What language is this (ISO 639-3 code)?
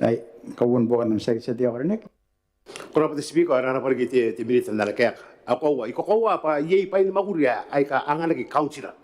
gil